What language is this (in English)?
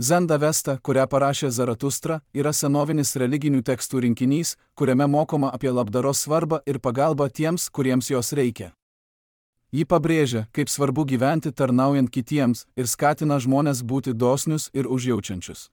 Lithuanian